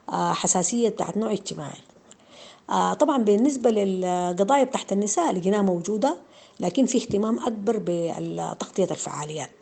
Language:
Sudanese Arabic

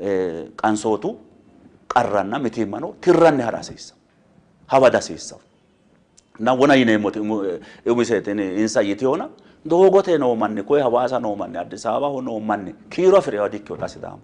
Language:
Sidamo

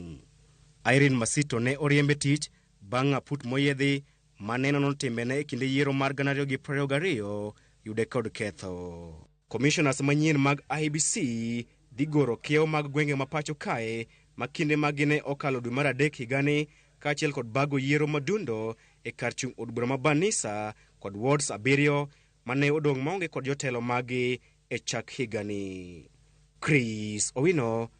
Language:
Luo (Kenya and Tanzania)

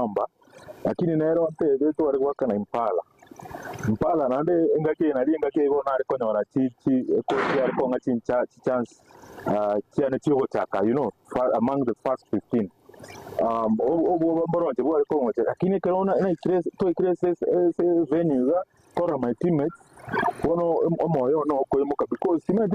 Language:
Gusii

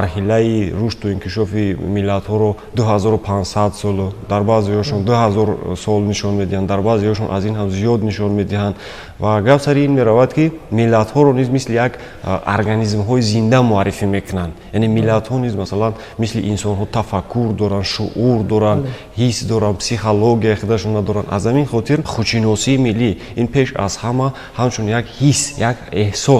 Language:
Tajik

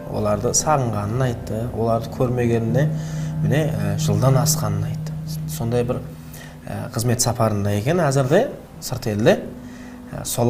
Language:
Kara-Kalpak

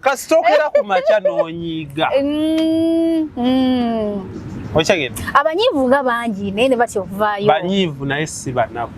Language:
Ganda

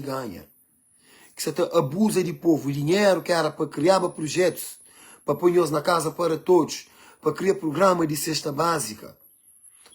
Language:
Kabuverdianu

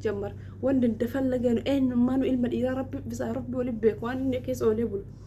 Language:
Oromo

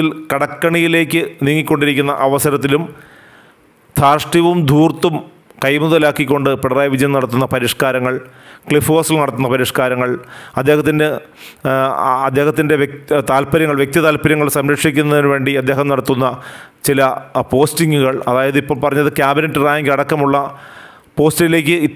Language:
Malayalam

